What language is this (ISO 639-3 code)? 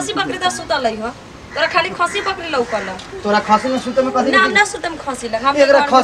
bho